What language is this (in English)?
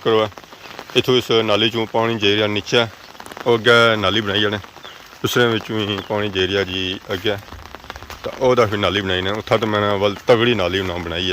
Pahari-Potwari